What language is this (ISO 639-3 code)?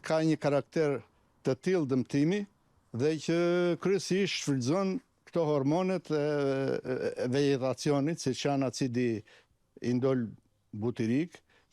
sqi